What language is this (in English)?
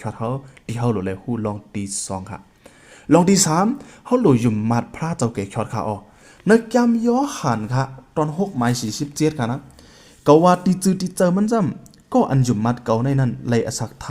Shan